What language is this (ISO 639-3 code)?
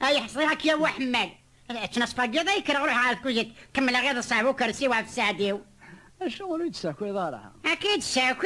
kab